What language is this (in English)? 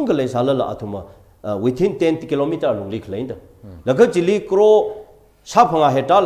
Tangkhul Naga (India)